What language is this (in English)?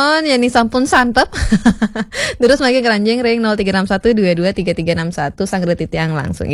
Balinese